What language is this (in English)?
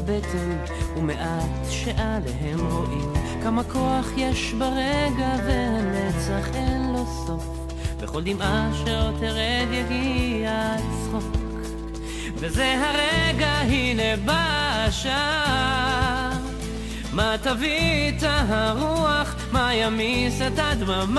Hebrew